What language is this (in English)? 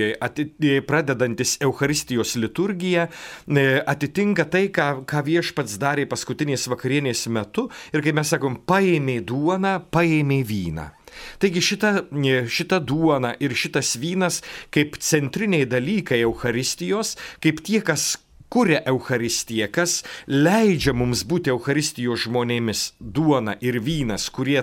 Lithuanian